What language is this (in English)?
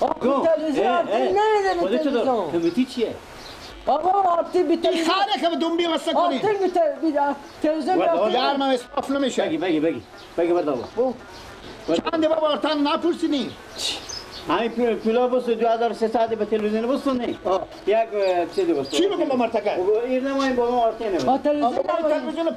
Persian